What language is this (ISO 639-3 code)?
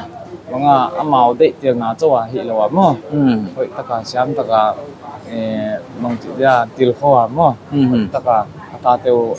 pck